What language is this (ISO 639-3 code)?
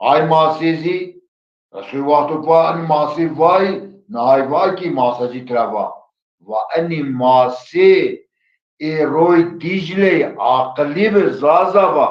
zza